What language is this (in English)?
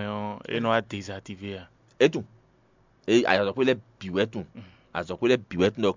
Fon